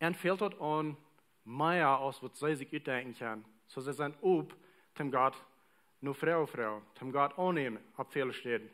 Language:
Plautdietsch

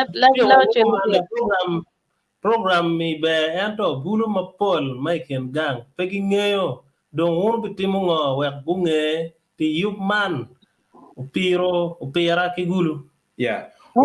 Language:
Acoli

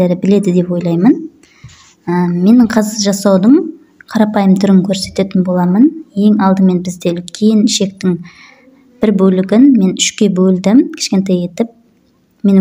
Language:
Kazakh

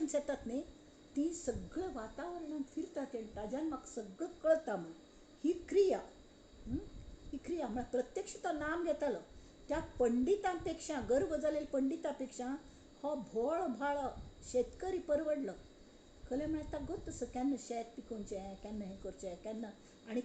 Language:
Konkani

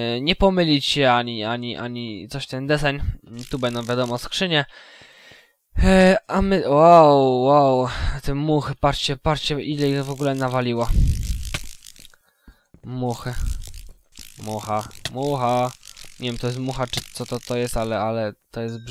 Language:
Polish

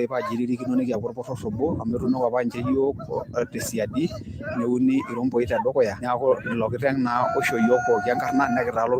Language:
Masai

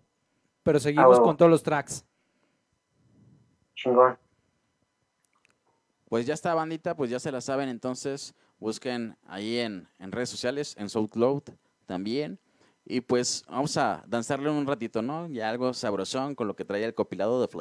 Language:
Spanish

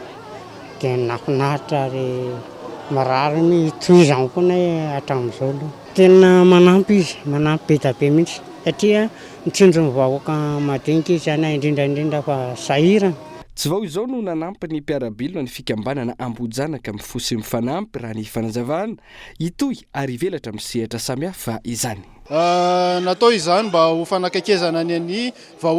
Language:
Malagasy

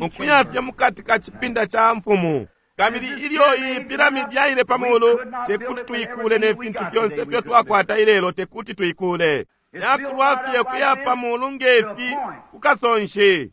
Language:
Bemba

